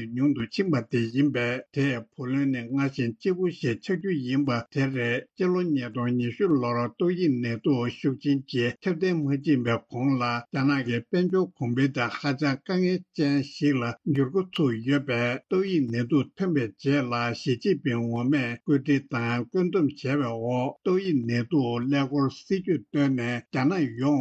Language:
Tibetan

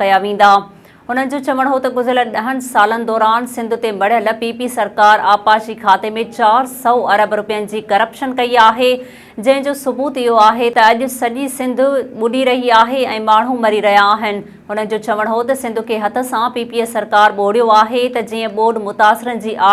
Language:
Sindhi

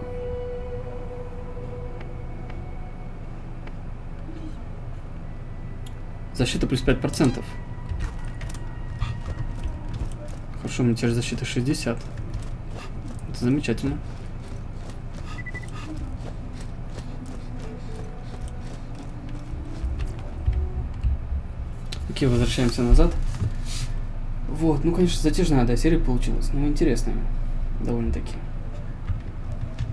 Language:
Russian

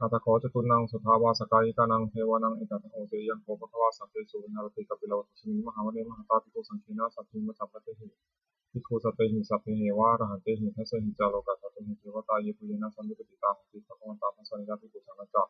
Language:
Pali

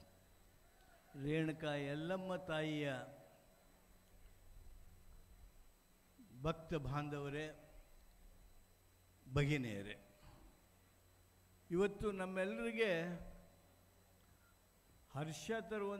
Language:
Kannada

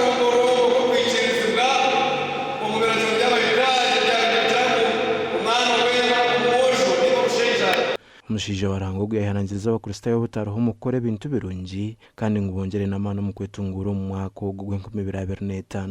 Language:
Nyankole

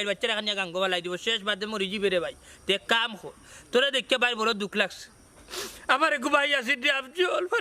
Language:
Sylheti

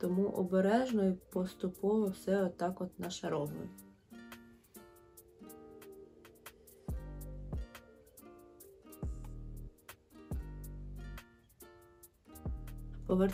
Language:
Ukrainian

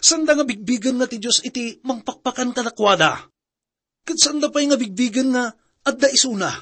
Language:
Iloko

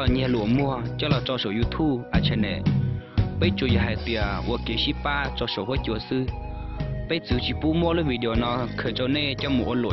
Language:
Hmong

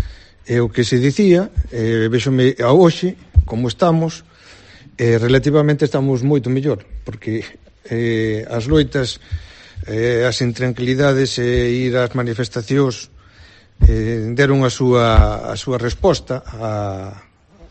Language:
Galician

